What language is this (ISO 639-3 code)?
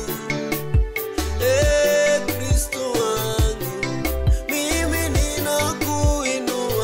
swa